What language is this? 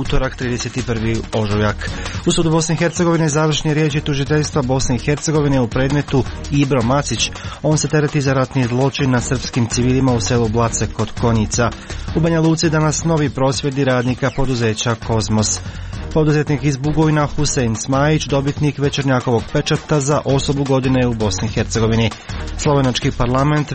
Croatian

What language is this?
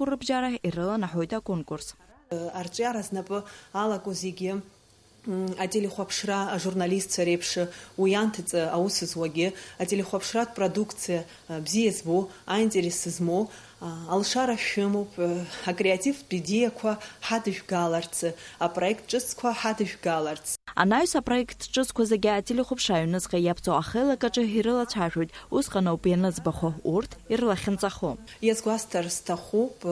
Abkhazian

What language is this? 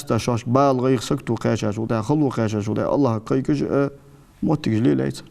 Ingush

